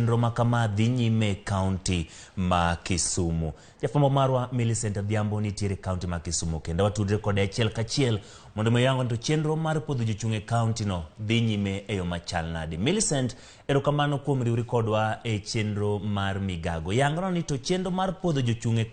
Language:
Luo (Kenya and Tanzania)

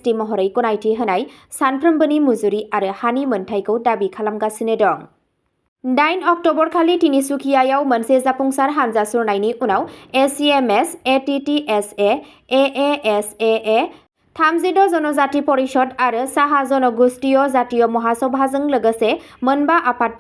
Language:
Bodo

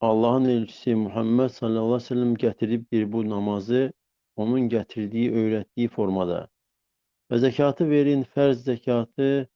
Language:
Azerbaijani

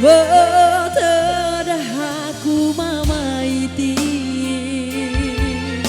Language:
Batak Karo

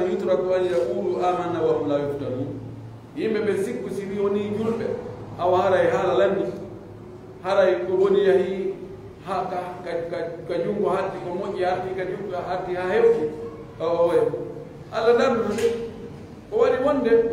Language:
Pular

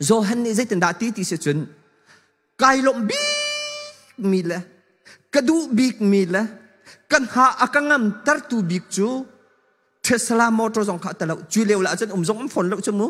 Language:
Hakha Chin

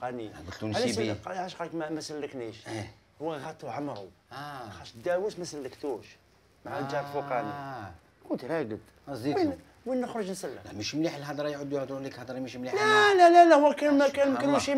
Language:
Algerian Arabic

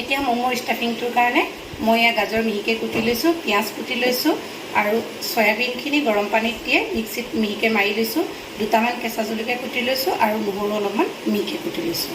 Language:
Assamese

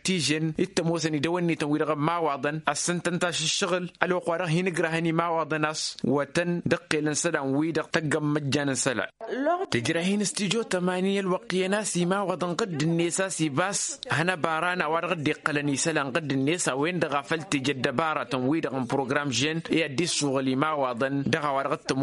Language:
Tamasheq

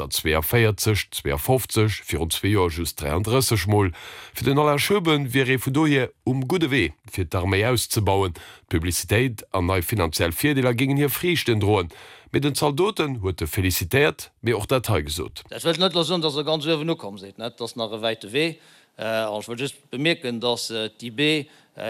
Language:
Luxembourgish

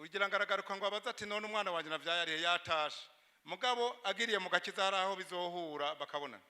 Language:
Rundi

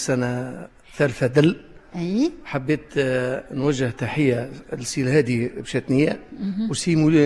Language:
Tunisian Arabic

